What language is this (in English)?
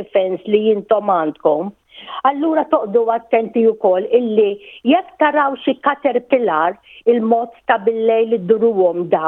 Maltese